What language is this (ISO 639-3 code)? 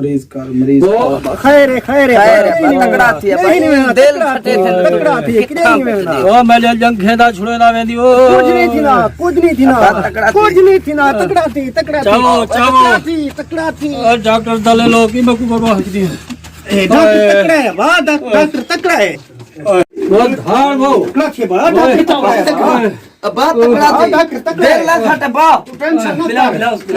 skr